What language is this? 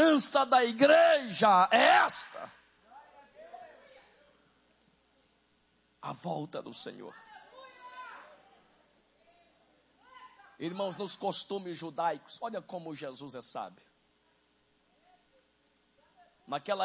Portuguese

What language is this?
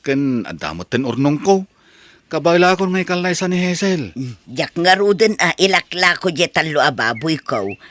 Iloko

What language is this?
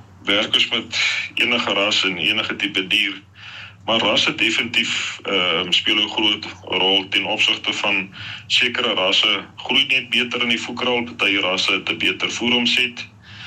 Afrikaans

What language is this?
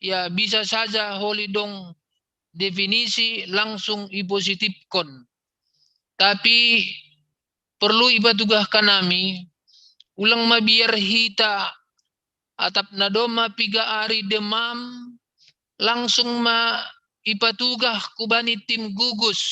Batak Simalungun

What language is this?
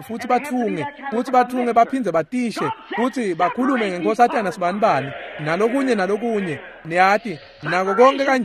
Swati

